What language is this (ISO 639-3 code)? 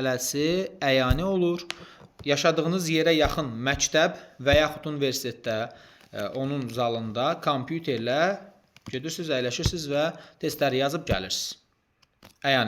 aze